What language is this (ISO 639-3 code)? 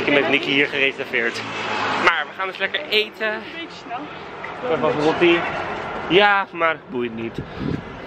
nld